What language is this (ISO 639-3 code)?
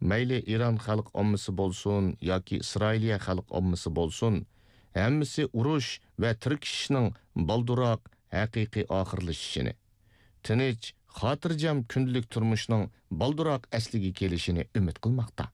uig